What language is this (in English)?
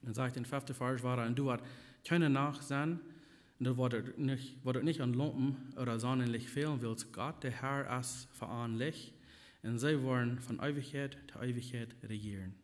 Plautdietsch